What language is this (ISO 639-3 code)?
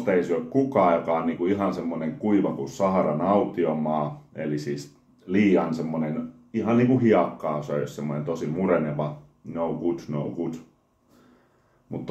fin